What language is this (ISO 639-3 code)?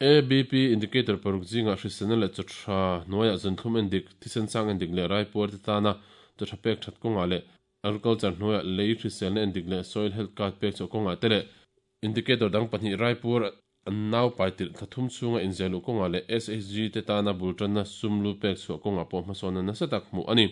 lus